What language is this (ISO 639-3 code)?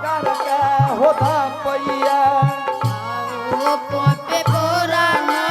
anp